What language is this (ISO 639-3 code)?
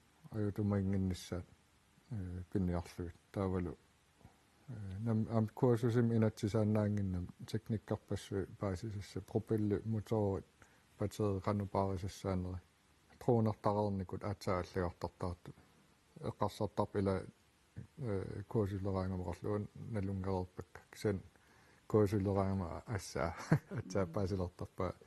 kal